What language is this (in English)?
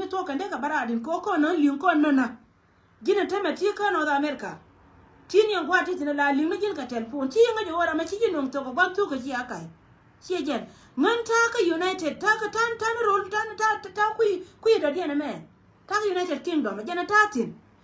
Nuer